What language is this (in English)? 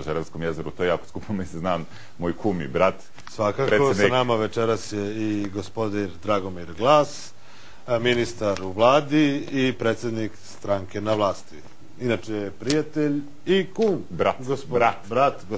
Serbian